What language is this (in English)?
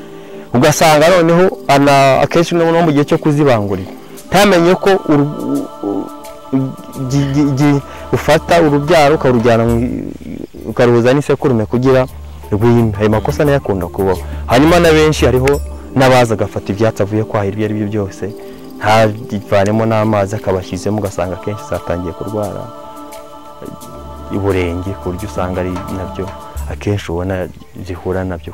Kinyarwanda